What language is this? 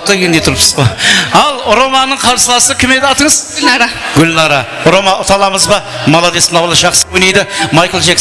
Kara-Kalpak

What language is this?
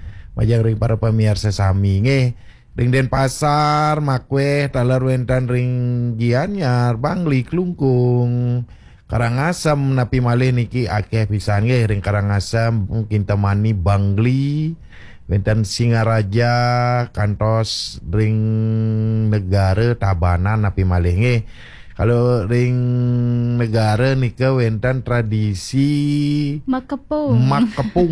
Balinese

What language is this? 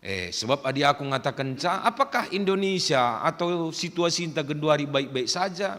Batak Karo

